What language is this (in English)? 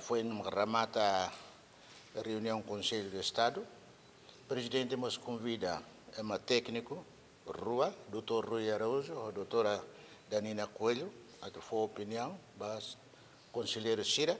Tetum